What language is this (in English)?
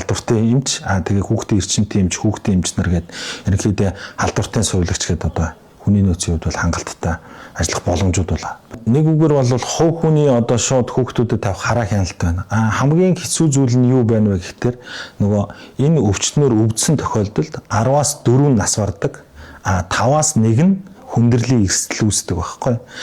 Mongolian